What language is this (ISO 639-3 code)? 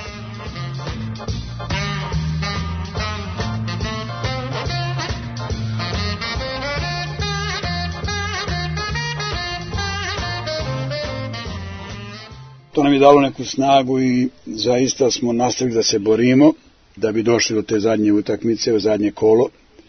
srp